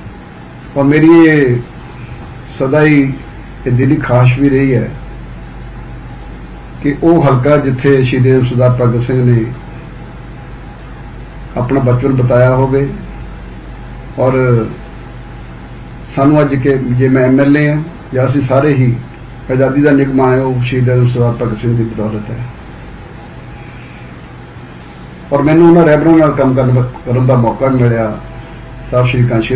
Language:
Punjabi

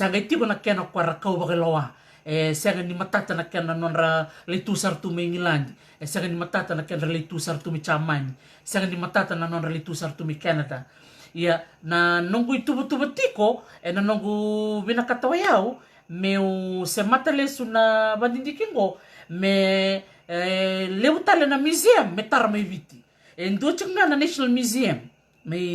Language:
Fijian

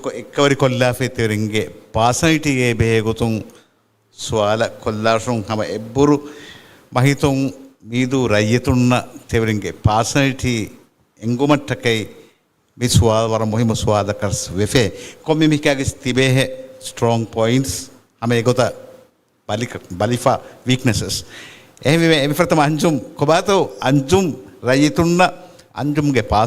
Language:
Divehi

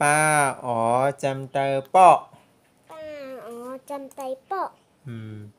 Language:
Shan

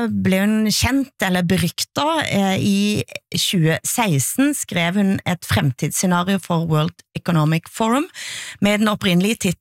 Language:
Norwegian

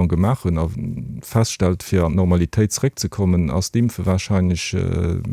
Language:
Luxembourgish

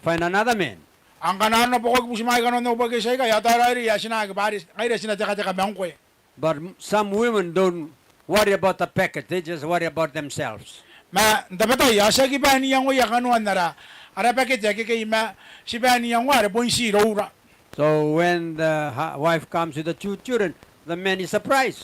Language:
Gilbertese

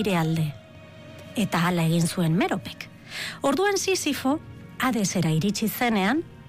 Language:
Basque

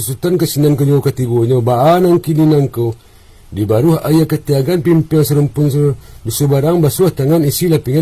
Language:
Minangkabau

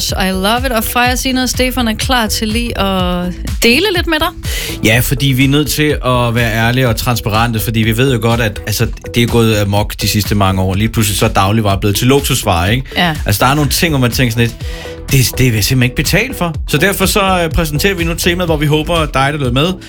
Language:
Danish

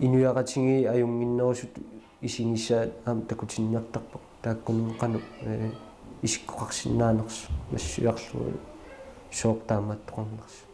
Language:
Kalaallisut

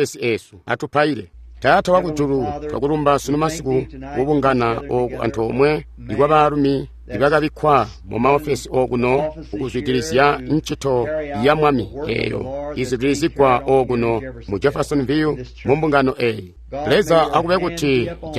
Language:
Tonga (Zambia)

